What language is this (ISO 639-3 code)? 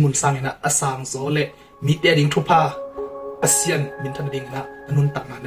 ctd